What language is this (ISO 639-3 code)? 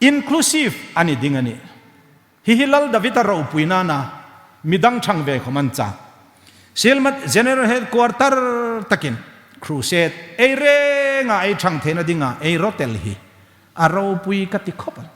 hmr